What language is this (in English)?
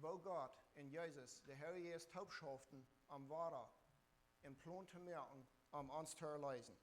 Plautdietsch